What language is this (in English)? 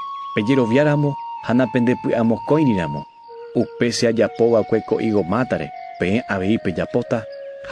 Guarani